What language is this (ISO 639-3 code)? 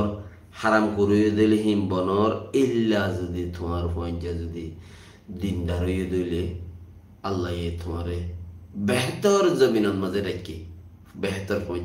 rhg